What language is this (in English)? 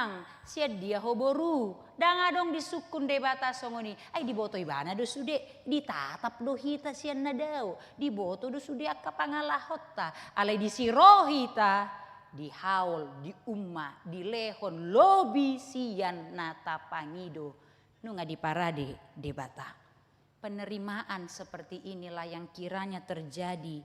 Batak Toba